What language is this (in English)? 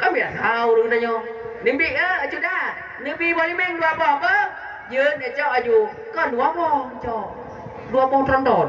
Achinese